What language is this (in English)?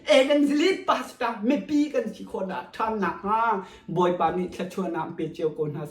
Hakha Chin